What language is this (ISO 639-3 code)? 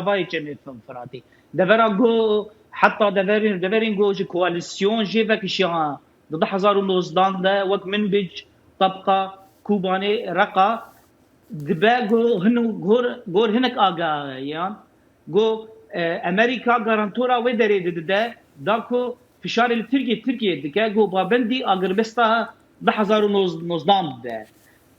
kur